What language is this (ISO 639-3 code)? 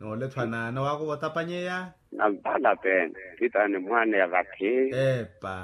vmw